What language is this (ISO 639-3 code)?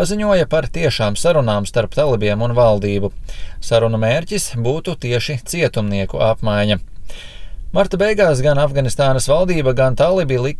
lav